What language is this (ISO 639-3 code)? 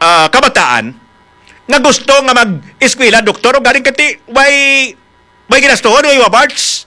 hil